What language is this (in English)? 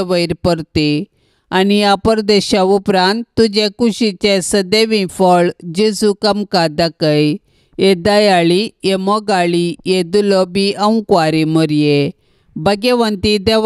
Konkani